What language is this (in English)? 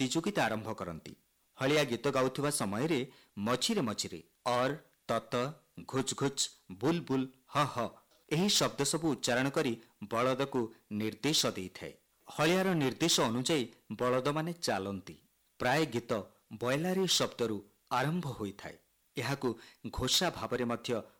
Odia